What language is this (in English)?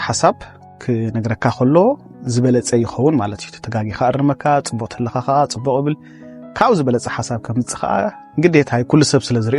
Tigrinya